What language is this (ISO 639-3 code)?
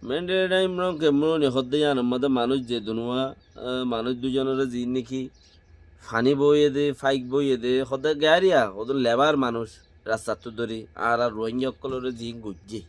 rhg